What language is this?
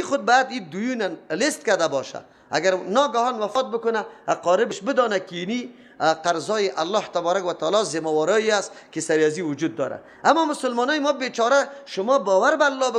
Persian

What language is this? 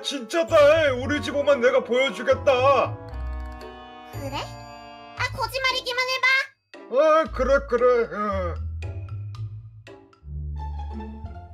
Korean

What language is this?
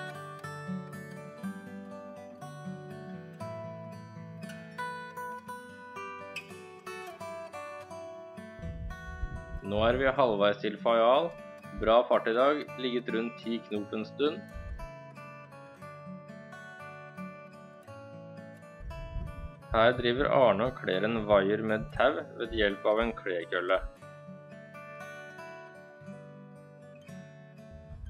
Norwegian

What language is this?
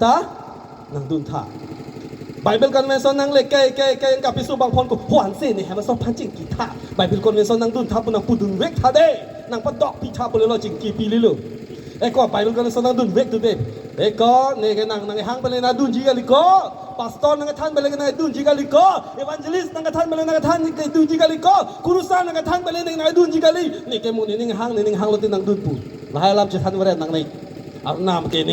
Karbi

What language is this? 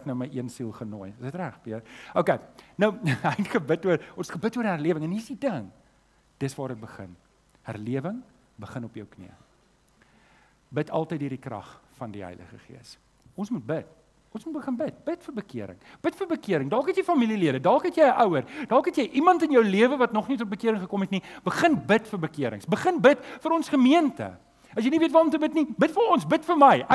Afrikaans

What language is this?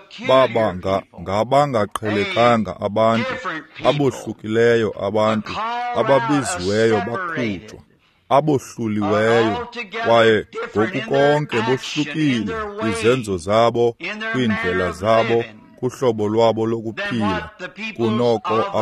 Xhosa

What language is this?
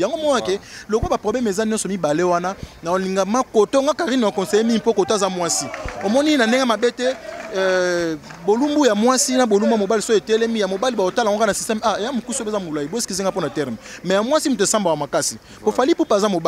Lingala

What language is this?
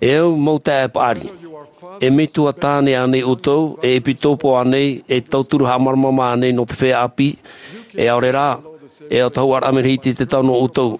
Tahitian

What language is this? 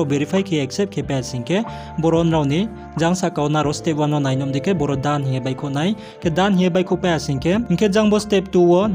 Riang (India)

